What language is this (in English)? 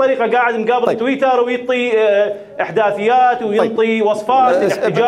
Mesopotamian Arabic